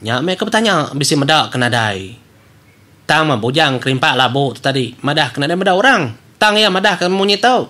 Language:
Iban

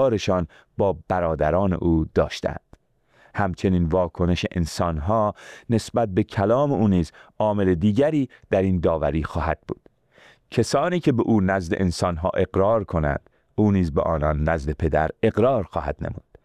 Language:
Persian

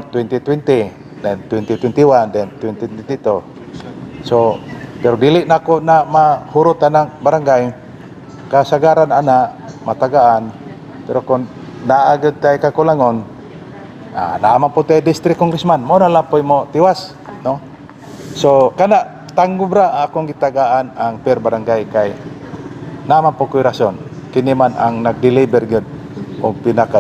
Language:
Cebuano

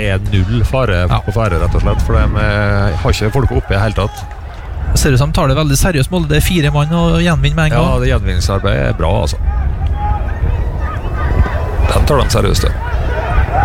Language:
Norwegian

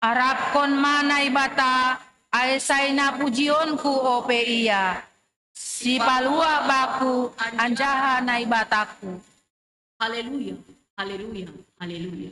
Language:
Batak Simalungun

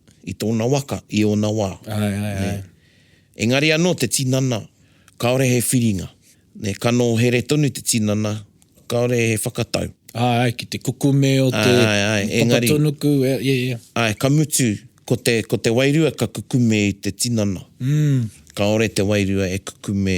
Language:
Māori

